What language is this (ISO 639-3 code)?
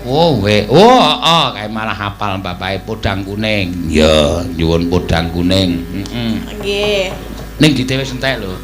jav